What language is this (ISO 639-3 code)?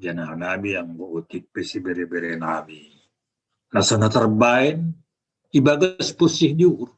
bts